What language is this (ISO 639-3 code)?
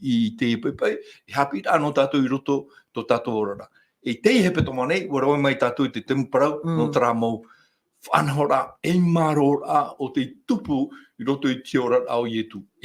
tah